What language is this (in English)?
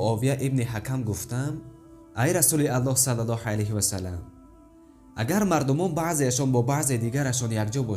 Tajik